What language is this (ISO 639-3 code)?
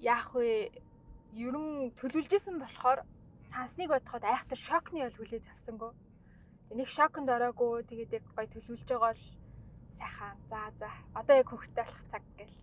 mon